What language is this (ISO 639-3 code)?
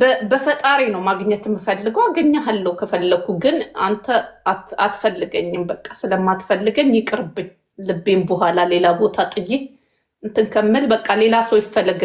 amh